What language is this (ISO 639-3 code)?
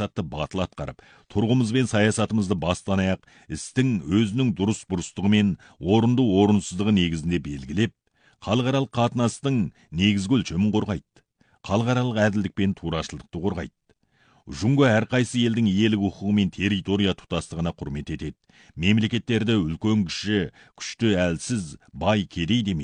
kaz